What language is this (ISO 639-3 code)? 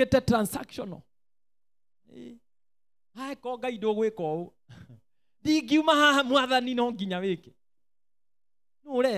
kik